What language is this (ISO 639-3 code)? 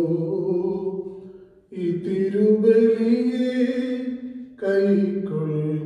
mal